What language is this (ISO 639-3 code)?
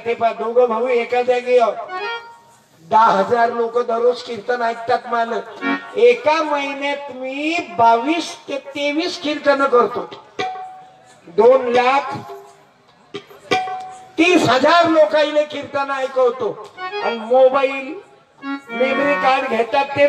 mar